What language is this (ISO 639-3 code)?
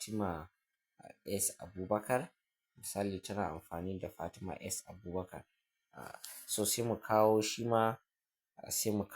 hau